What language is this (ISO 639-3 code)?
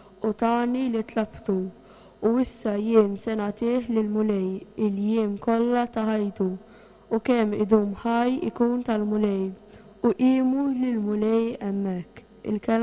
mlt